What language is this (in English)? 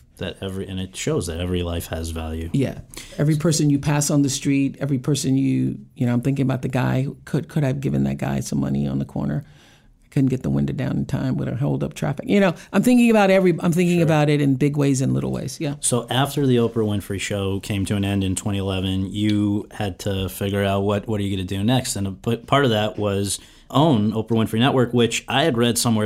English